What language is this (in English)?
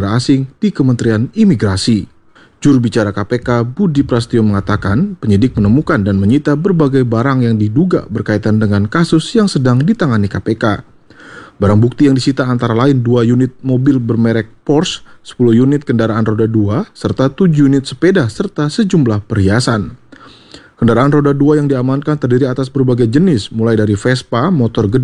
Indonesian